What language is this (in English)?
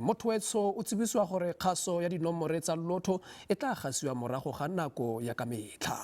Tswana